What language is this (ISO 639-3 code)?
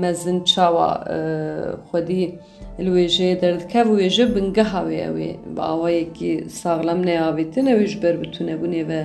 kur